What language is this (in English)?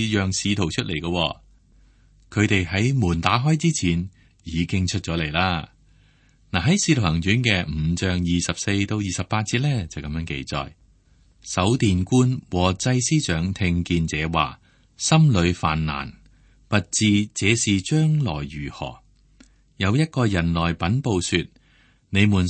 Cantonese